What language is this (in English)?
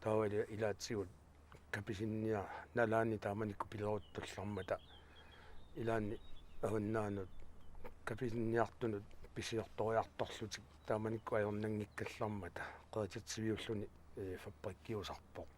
Kalaallisut